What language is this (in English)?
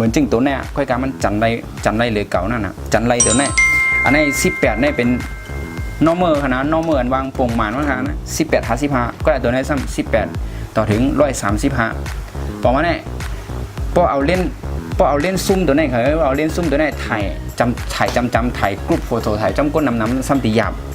Shan